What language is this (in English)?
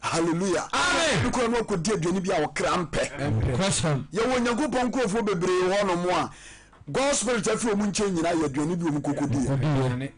Akan